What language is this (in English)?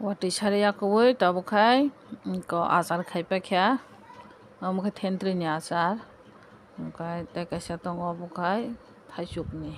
Kok Borok